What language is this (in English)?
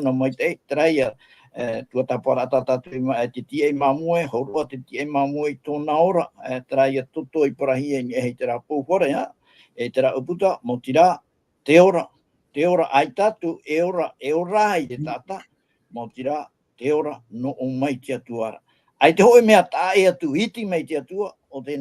Tahitian